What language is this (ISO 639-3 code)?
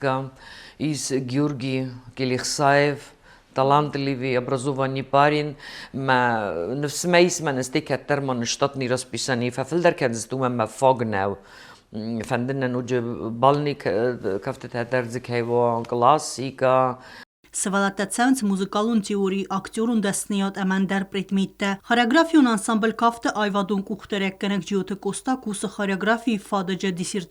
oss